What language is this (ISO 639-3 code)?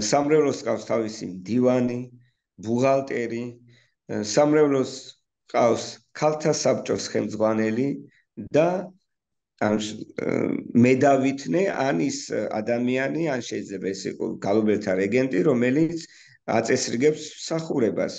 kat